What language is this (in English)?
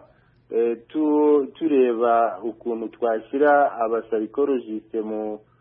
Kinyarwanda